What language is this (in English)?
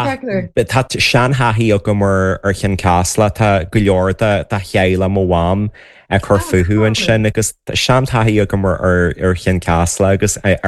Irish